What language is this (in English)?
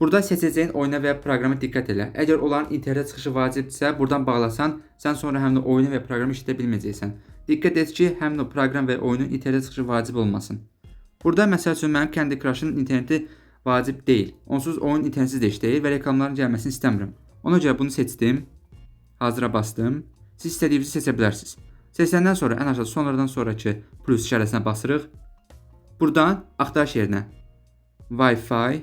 Azerbaijani